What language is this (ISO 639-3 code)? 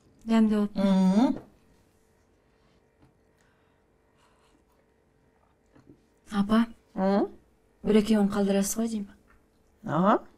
kaz